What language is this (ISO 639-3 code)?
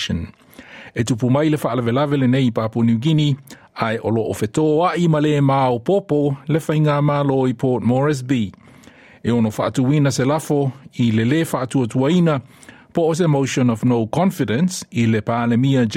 smo